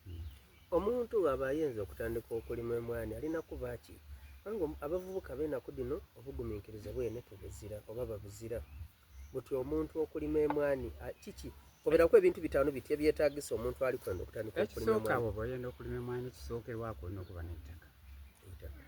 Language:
Soga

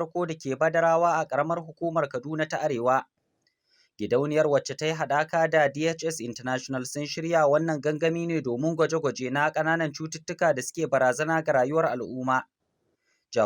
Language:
Hausa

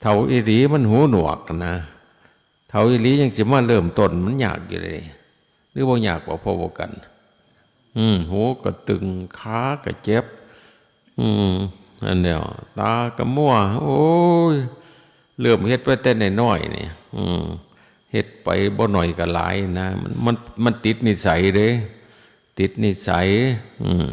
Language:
Northeastern Thai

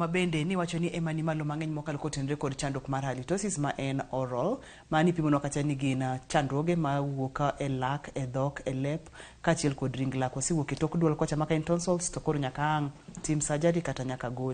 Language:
Luo (Kenya and Tanzania)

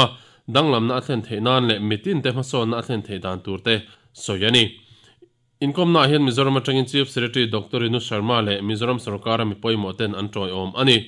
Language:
Mizo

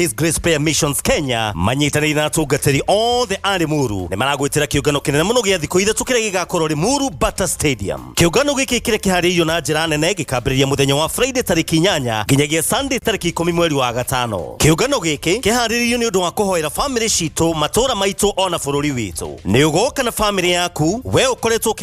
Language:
Kikuyu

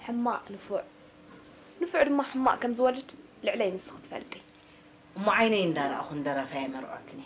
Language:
Tigrinya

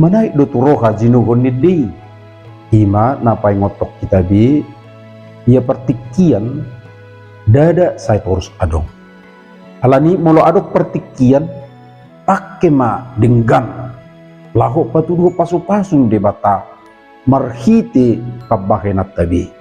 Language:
Batak Toba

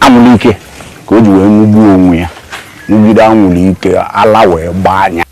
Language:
Igbo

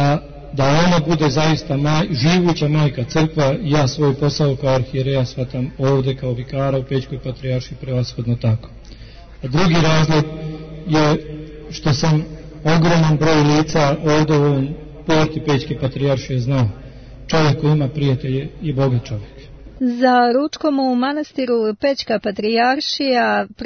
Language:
Serbian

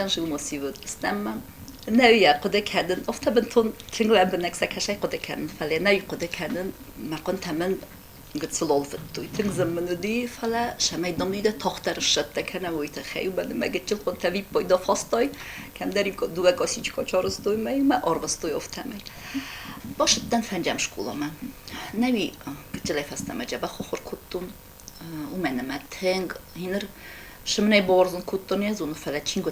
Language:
Ossetic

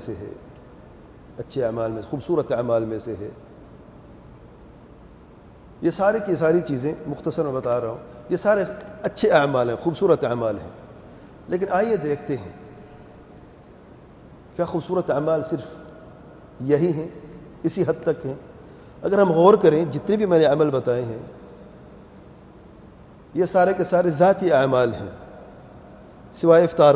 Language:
Urdu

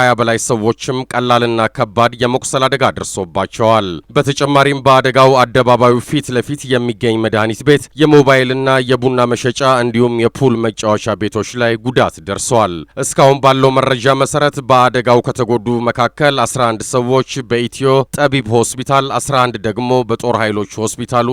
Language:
Amharic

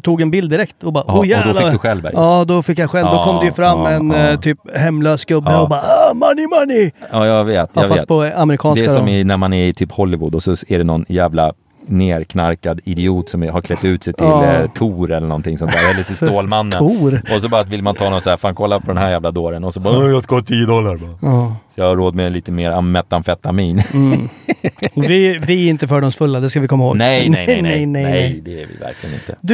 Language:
Swedish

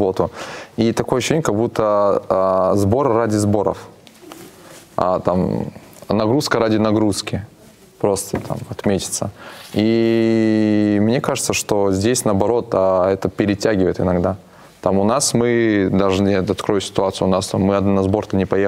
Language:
Russian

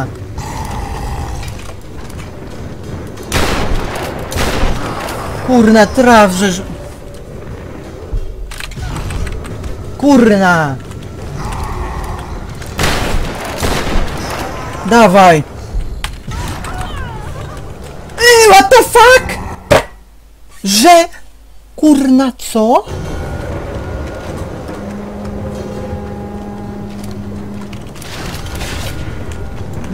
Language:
Polish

